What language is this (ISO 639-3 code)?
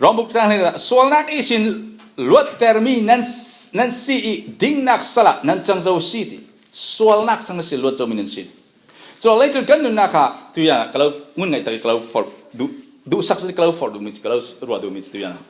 cfm